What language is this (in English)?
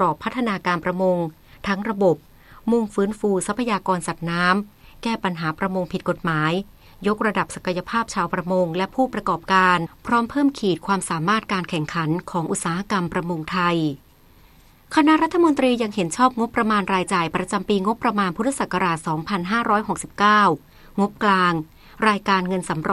Thai